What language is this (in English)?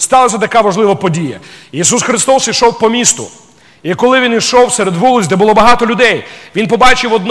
Ukrainian